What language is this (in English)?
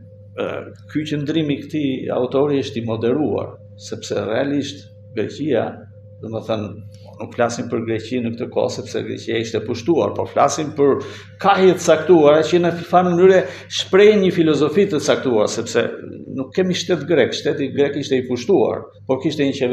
Albanian